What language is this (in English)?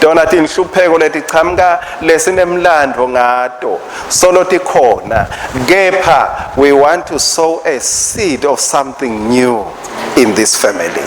Swati